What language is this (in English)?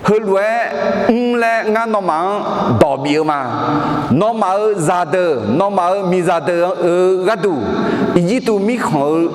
Akha